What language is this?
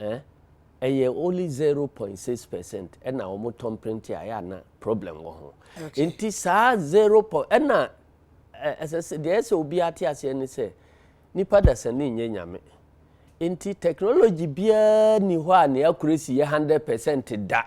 Akan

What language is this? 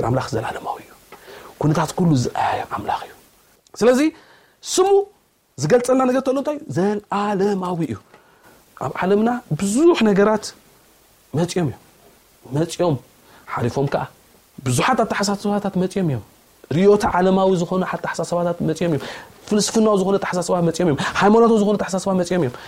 Tigrinya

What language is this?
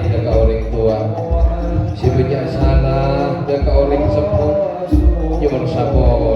Madurese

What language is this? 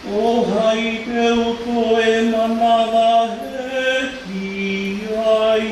Tongan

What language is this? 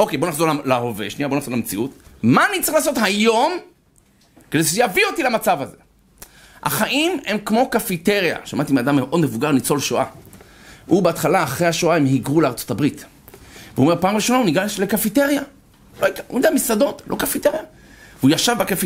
Hebrew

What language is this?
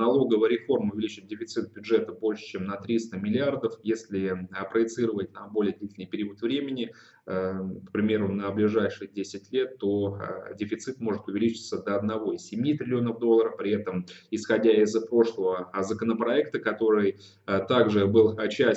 Russian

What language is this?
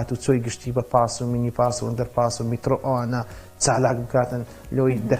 Central Kurdish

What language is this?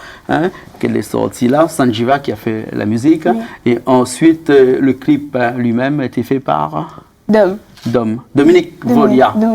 Réunion Creole French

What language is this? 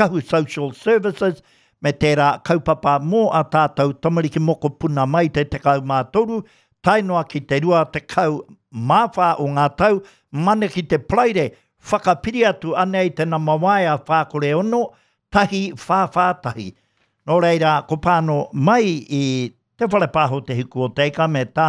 Māori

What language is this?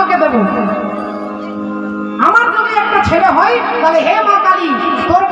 Bangla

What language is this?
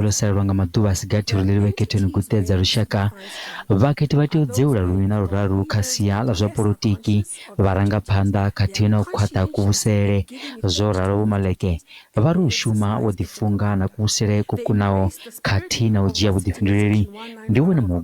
Venda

